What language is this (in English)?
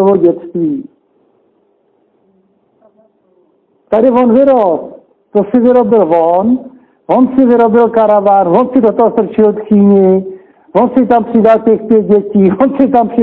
Czech